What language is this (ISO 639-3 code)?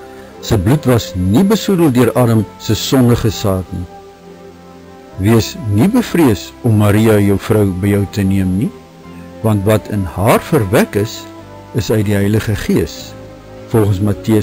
afr